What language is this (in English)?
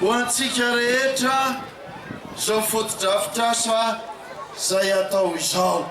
Malagasy